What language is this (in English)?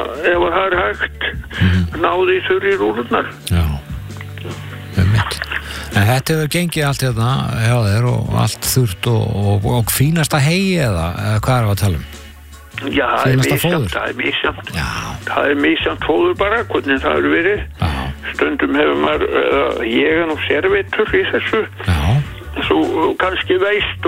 Icelandic